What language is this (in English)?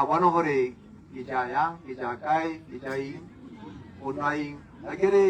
Tswana